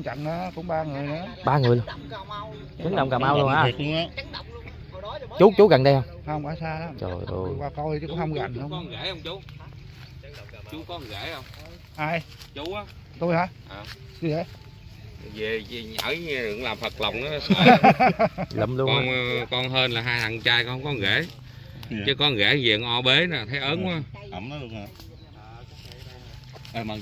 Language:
Vietnamese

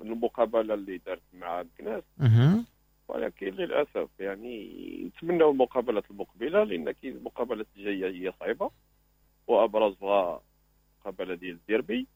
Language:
Moroccan Arabic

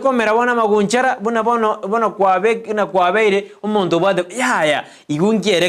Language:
Gusii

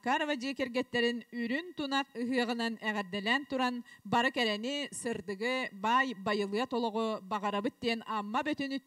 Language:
Yakut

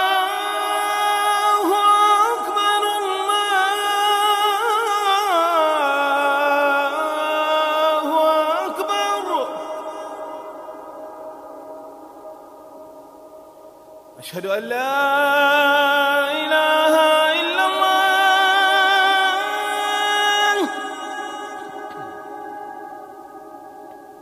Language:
Arabic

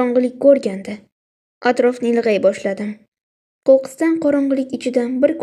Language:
Uzbek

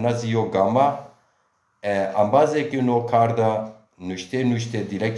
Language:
Zaza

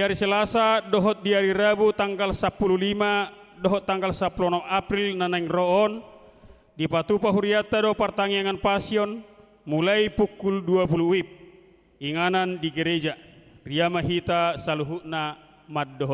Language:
Batak Toba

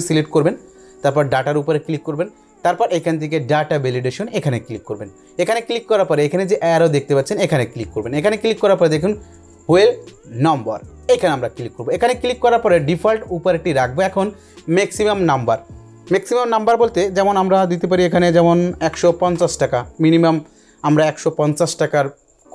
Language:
Bangla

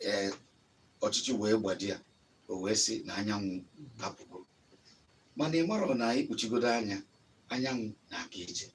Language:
Igbo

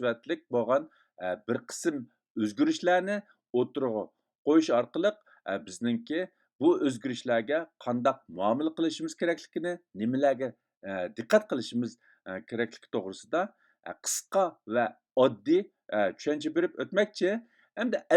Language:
Uyghur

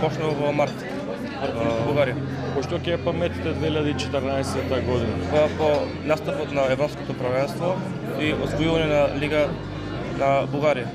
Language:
Macedonian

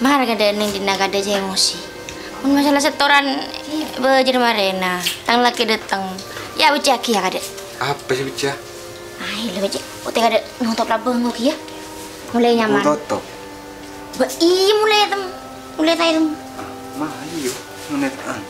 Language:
Madurese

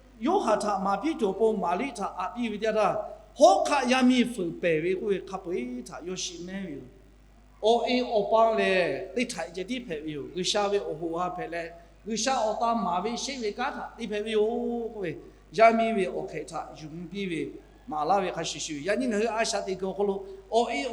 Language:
Lahu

